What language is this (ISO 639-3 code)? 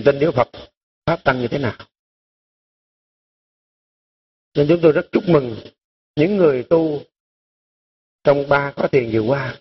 vie